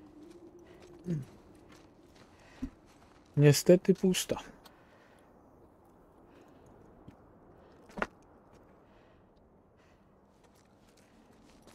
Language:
Polish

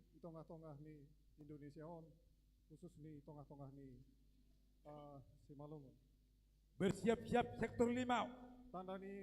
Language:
Batak Simalungun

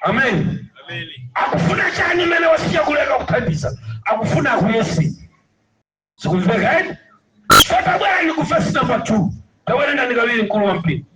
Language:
Nyanja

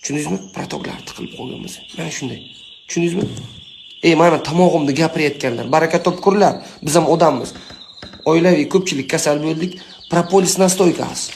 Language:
Uzbek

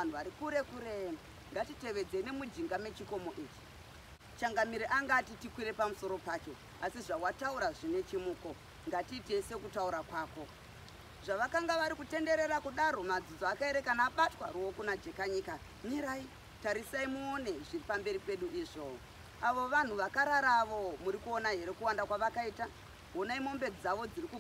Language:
Shona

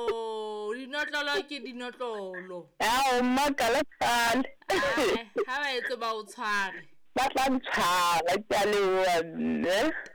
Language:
Southern Sotho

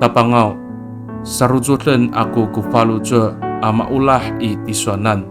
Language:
Amis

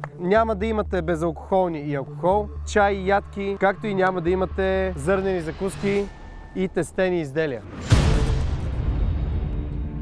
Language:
Bulgarian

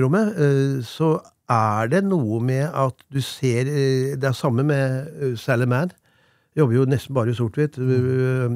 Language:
Norwegian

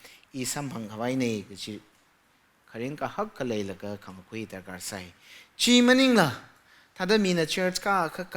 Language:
Tangkhul Naga (India)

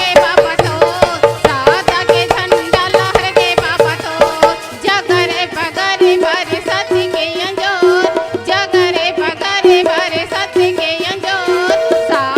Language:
Chhattisgarhi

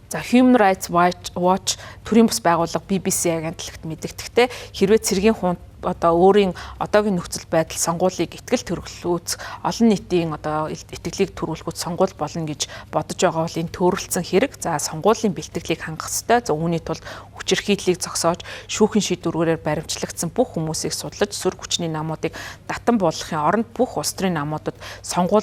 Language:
Mongolian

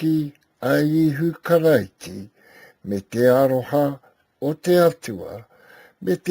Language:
Māori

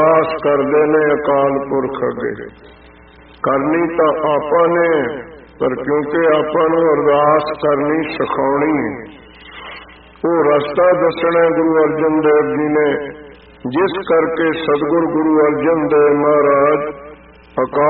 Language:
Punjabi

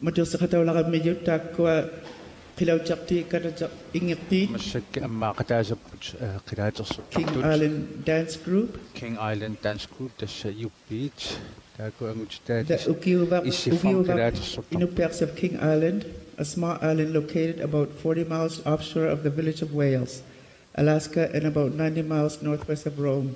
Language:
Kalaallisut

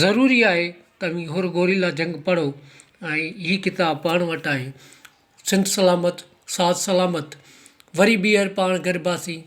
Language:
Sindhi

